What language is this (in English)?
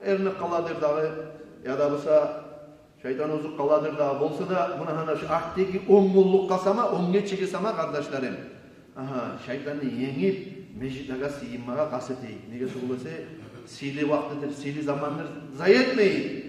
Kumyk